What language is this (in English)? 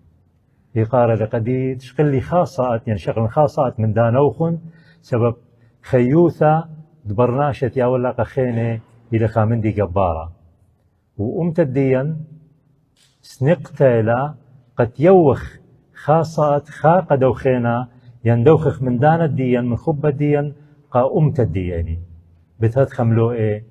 Assyrian Neo-Aramaic